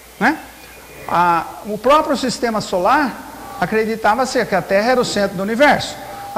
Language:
Portuguese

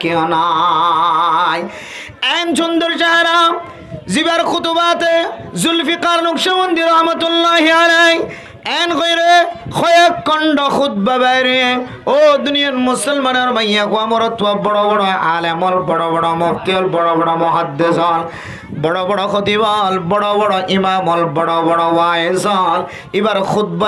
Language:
Rohingya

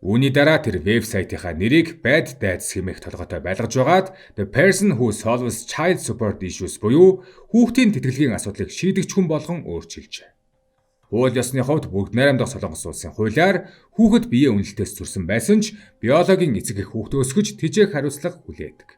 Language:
Mongolian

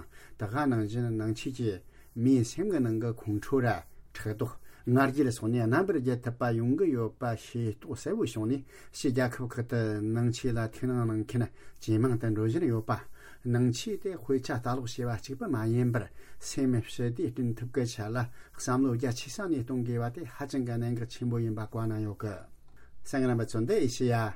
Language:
Tibetan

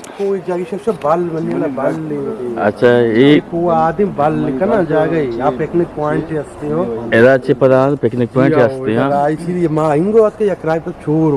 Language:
Eastern Balochi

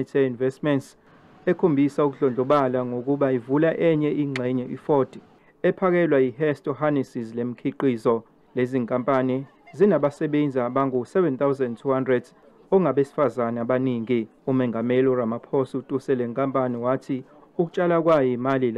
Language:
Zulu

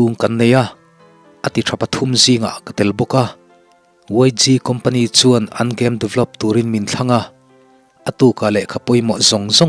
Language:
Mizo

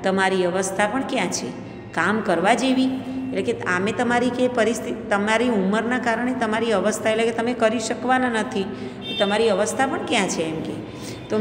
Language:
Gujarati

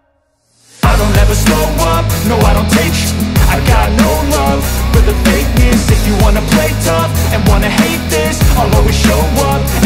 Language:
English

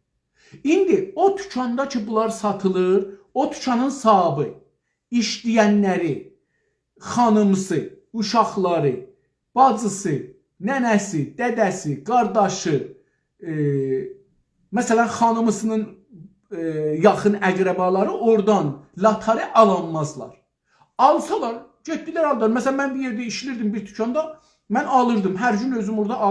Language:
South Azerbaijani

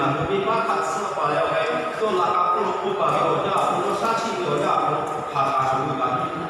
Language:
Lahu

